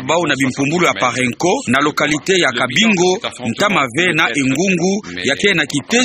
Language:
Kituba (Democratic Republic of Congo)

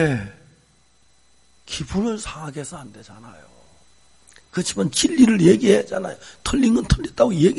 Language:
Korean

